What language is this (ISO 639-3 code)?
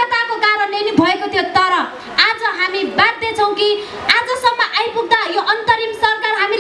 nep